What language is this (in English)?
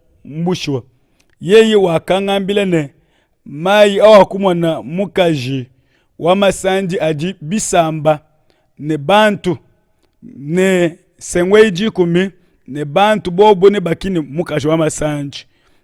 Luba-Lulua